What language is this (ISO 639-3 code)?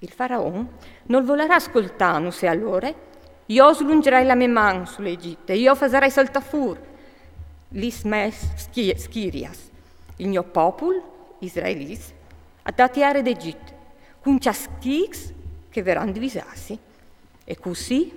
fur